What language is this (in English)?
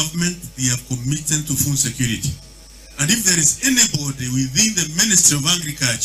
Gusii